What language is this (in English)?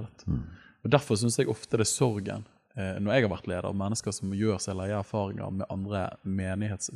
Norwegian